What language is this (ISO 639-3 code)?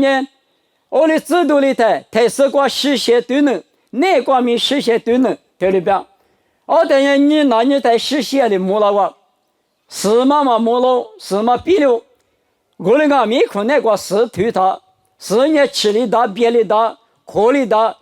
lis